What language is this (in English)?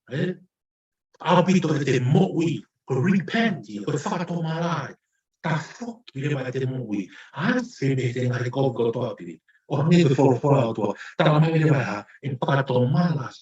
Tongan